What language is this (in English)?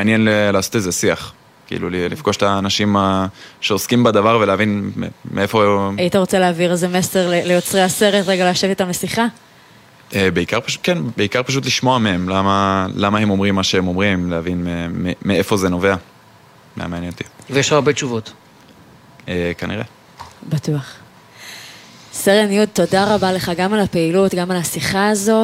Hebrew